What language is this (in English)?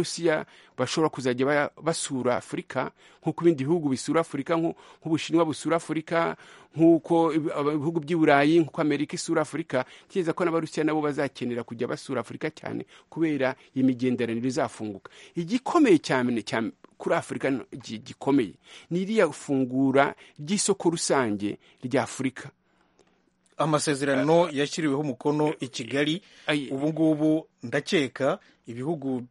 Kinyarwanda